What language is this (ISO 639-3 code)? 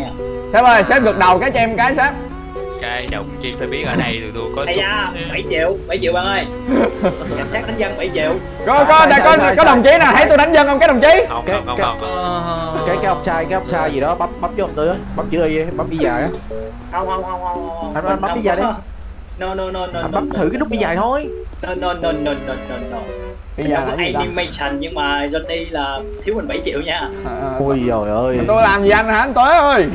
vie